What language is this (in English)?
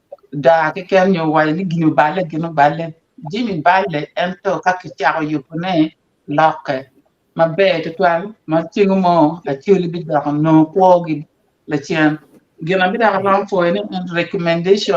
Acoli